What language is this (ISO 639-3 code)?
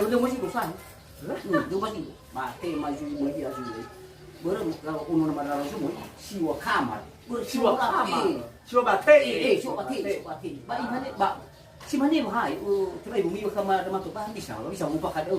nia